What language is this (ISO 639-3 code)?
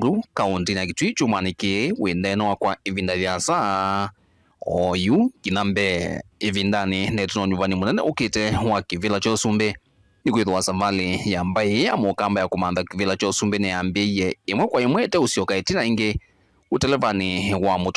kam